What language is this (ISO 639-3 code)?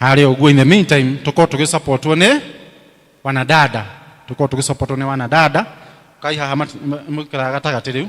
kik